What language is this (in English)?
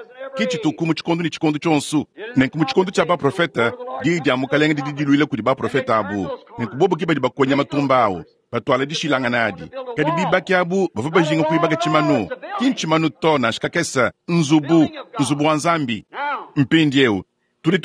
Luba-Lulua